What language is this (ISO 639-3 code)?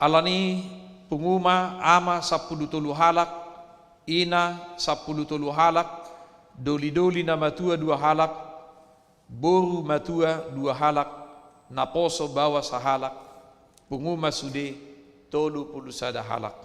bbc